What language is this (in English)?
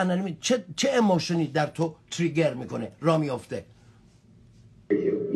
Persian